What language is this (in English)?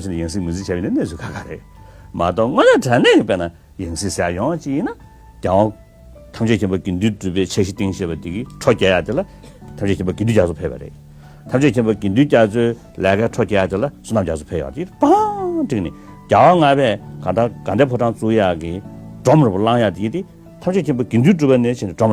Tibetan